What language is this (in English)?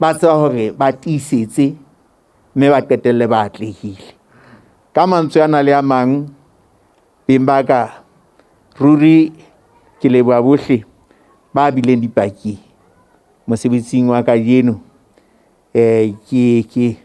Southern Sotho